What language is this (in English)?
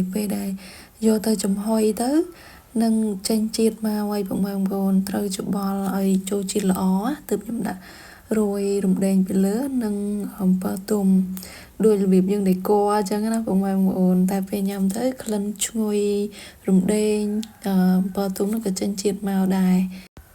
Khmer